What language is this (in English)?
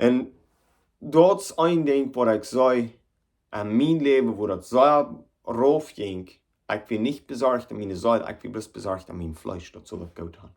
Plautdietsch